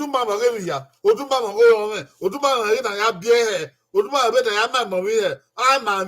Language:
Bini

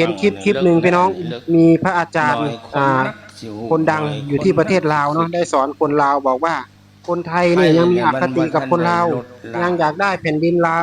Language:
Lao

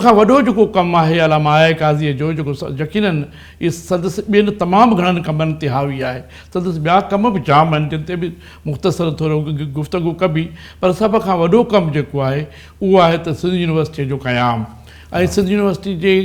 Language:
Sindhi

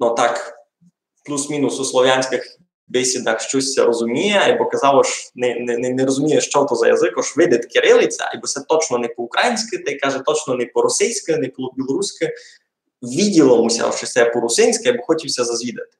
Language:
Rusyn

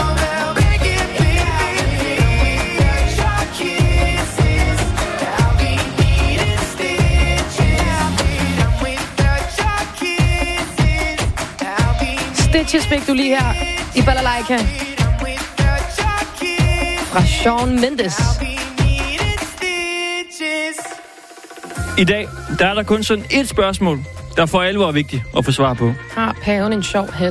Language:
Danish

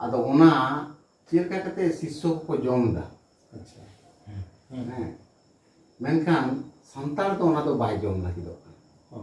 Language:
Santali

